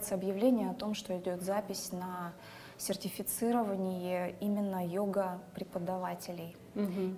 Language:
Russian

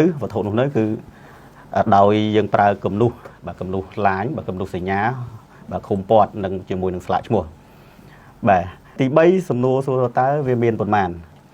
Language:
Khmer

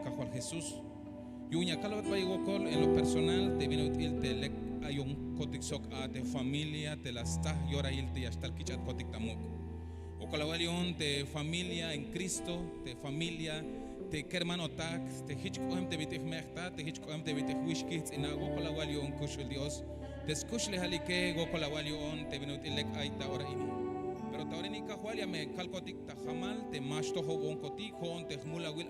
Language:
Tzeltal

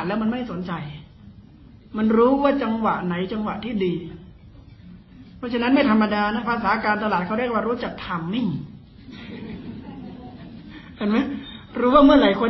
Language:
Thai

